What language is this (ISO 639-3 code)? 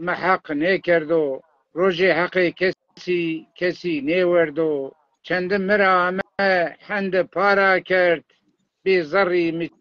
zza